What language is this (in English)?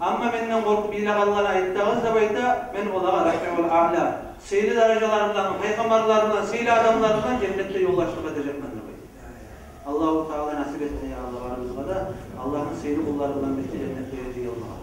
Kumyk